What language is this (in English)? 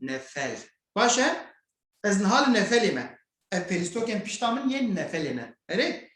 Kurdish